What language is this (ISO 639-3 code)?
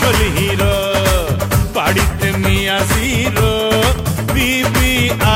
ben